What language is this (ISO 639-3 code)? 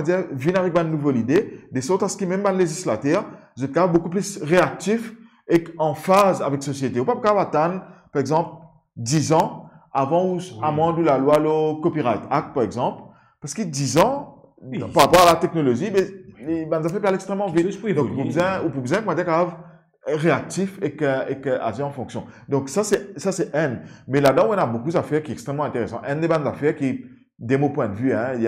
mfe